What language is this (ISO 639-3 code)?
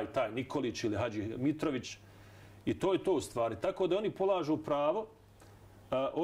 bos